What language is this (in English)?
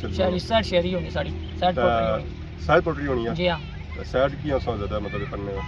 Pahari-Potwari